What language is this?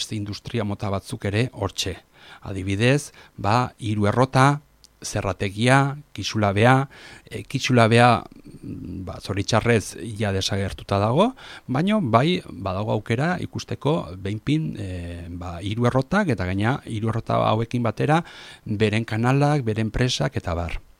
Basque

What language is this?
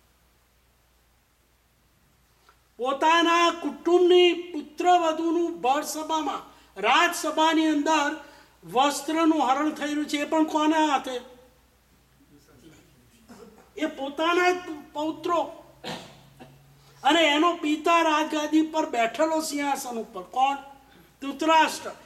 Gujarati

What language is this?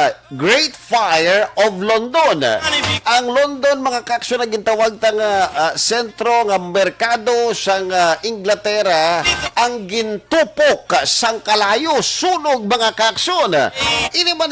Hiligaynon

